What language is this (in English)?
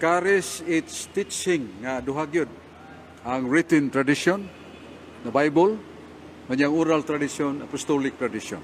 Cebuano